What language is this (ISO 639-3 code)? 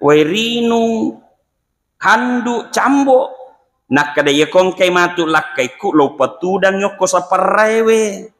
bug